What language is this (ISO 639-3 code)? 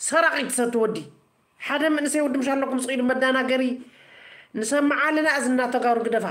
tir